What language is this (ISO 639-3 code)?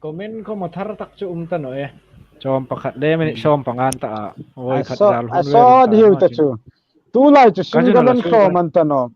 hmr